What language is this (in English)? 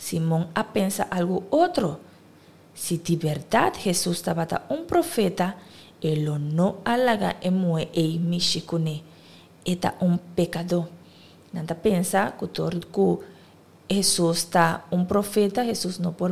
Papiamento